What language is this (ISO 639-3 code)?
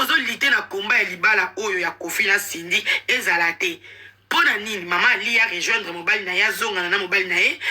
lin